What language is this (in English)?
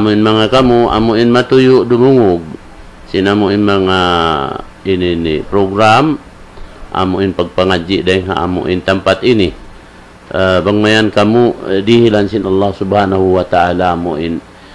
Tausug